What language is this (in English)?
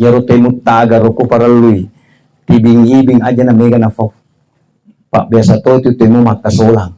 Buginese